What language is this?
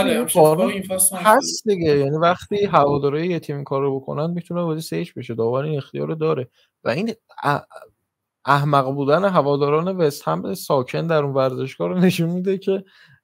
Persian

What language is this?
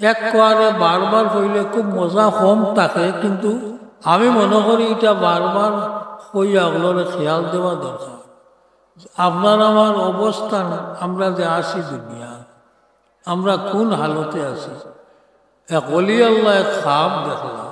Sylheti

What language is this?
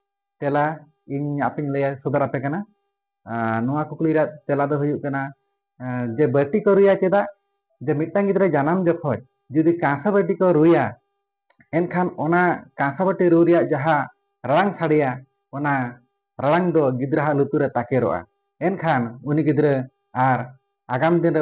Santali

